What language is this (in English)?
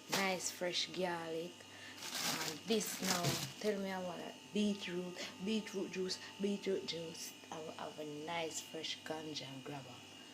Jamaican Creole English